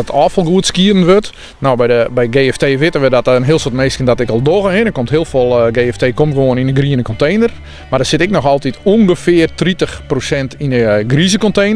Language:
Western Frisian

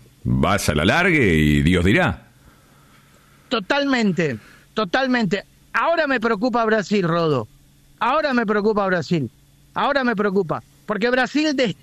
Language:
Spanish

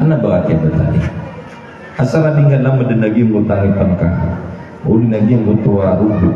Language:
Maranao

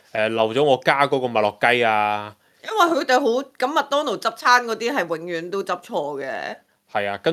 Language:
Cantonese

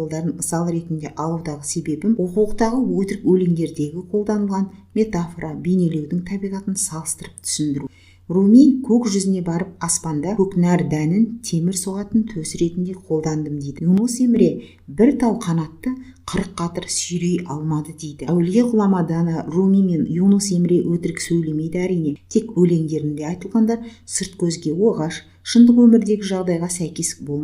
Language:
Kazakh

